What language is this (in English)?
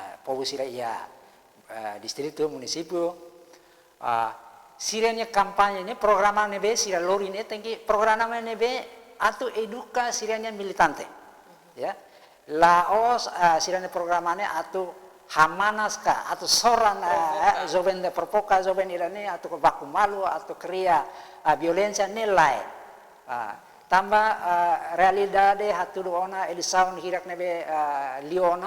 Tetum